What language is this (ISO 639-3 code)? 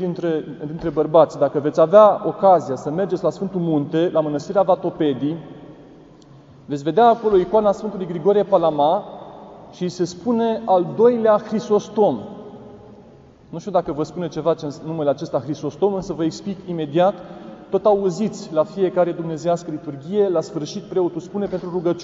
ron